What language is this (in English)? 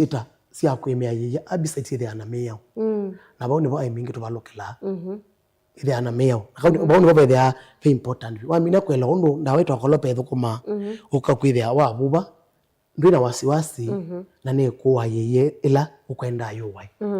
Kamba